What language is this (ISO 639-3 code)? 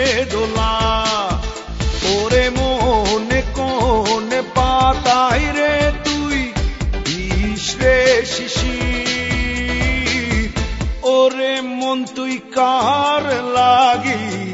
ben